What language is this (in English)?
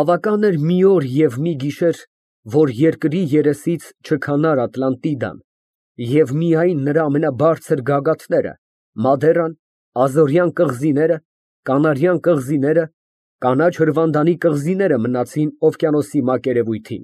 Armenian